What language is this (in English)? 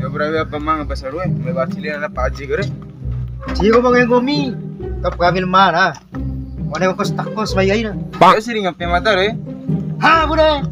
Bima